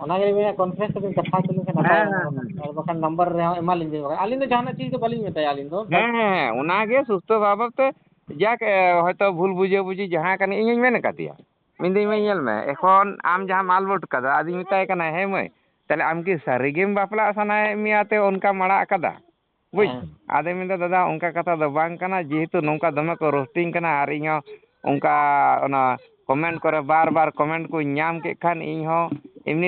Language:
Santali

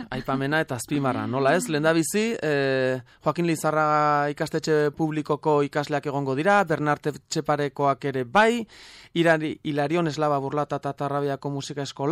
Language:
Basque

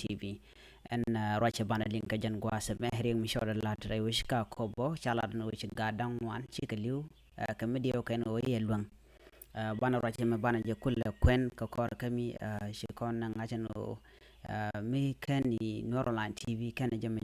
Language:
Nuer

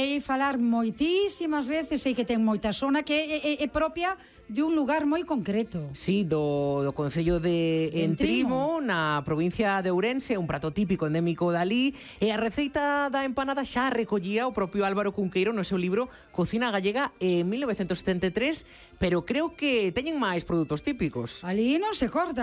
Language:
Galician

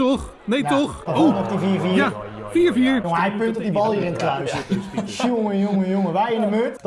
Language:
Dutch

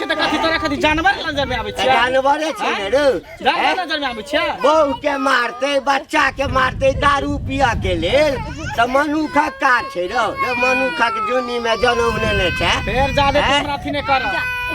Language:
Maithili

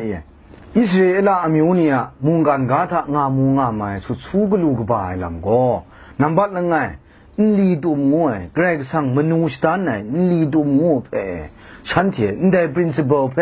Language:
Kachin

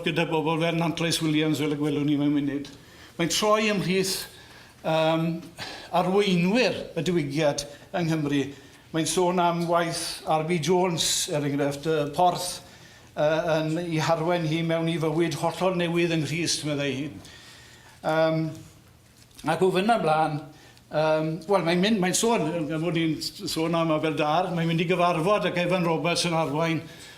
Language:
Welsh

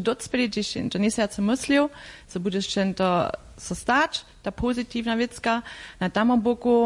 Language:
Upper Sorbian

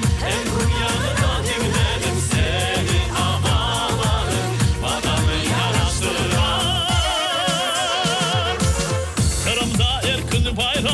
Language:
Crimean Tatar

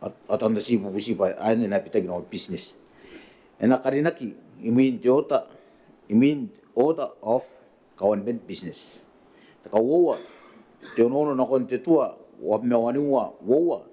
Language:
Gilbertese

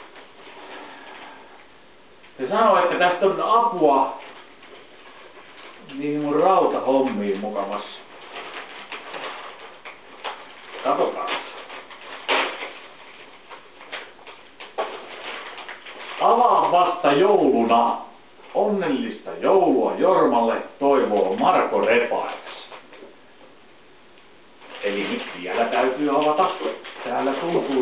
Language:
Finnish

